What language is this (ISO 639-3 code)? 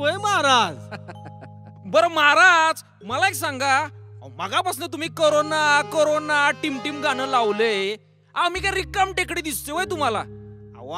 mar